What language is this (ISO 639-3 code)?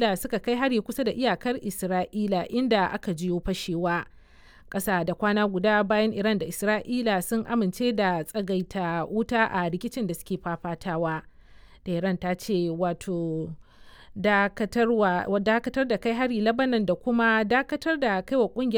hau